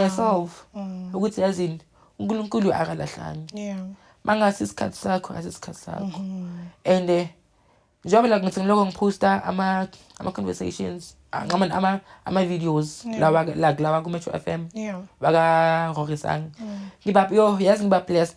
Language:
Zulu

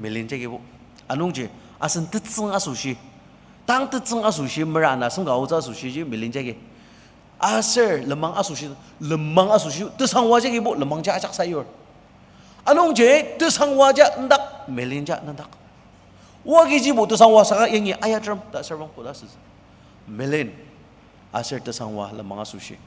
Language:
Ao Naga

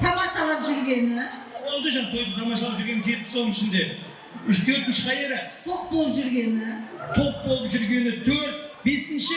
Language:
Kara-Kalpak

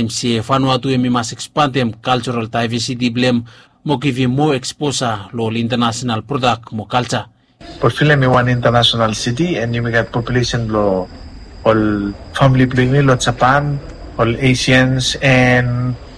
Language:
Bislama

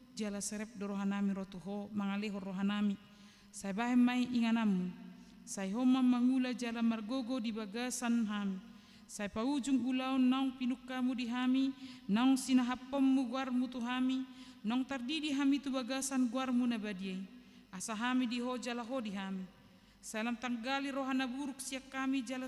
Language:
Batak Toba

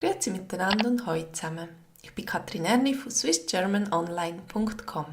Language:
Swiss German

